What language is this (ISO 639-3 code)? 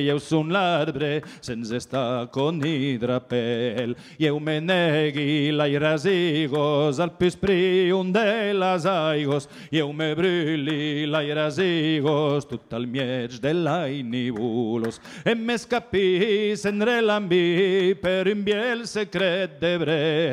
oci